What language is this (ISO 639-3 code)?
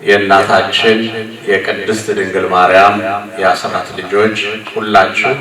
amh